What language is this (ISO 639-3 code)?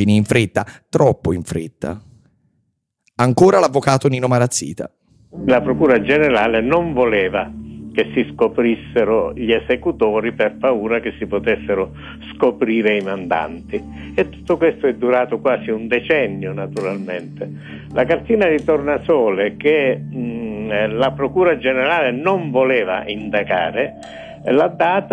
ita